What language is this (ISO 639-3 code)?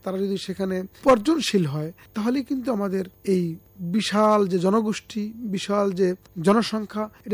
ben